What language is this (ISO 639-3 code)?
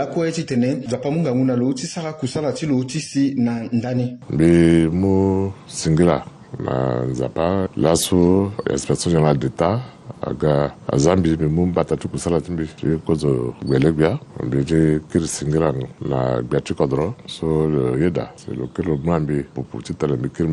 sag